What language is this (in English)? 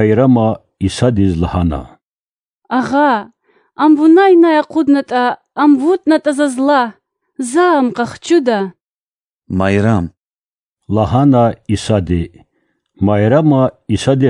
Lezghian